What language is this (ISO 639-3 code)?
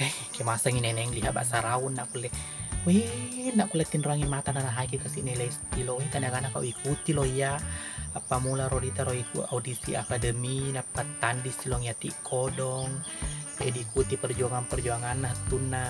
bug